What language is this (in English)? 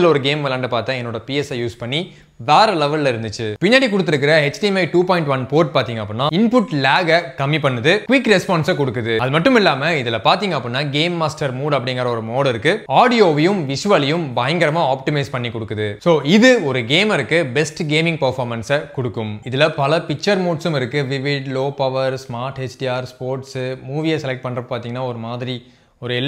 Tamil